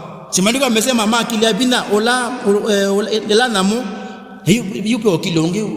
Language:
Kamba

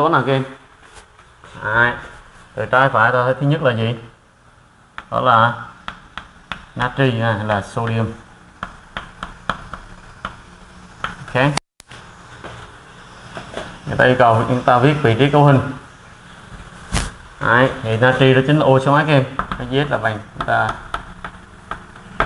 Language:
Vietnamese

